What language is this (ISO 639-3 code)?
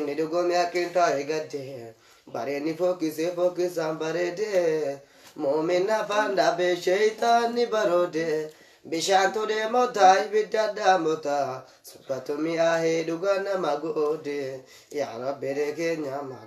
orm